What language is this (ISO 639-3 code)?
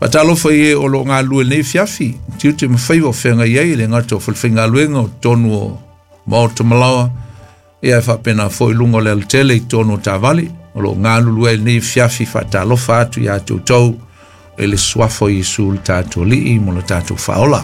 smo